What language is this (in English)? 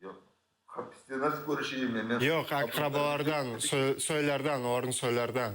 Crimean Tatar